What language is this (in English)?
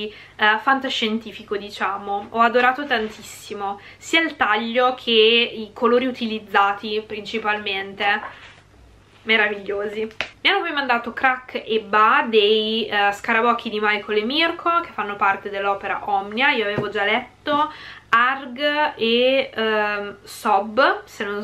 Italian